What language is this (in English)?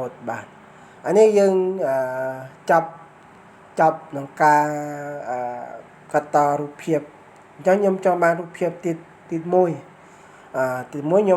Khmer